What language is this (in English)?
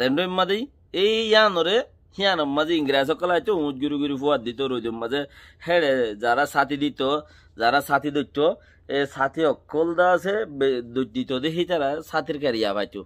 Rohingya